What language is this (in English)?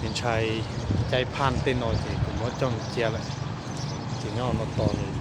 Hmong